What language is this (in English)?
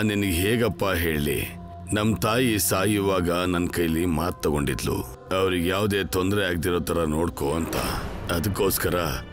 Kannada